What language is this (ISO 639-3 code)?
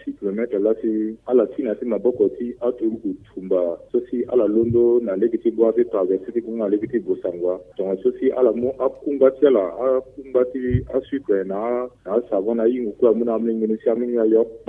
sag